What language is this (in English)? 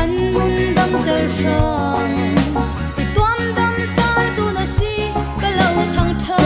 Falam Chin